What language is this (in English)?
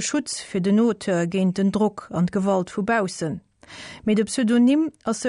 Luxembourgish